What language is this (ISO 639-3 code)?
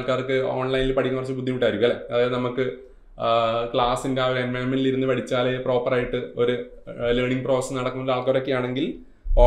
mal